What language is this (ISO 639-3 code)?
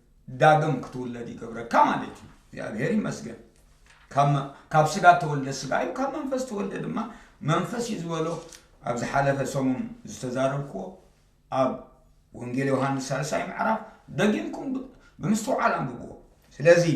tir